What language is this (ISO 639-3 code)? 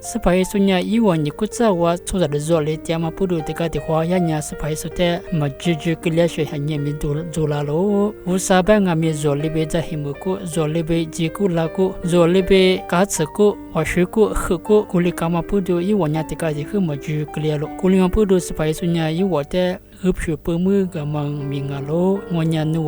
lis